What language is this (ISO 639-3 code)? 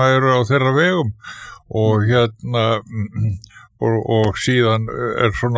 isl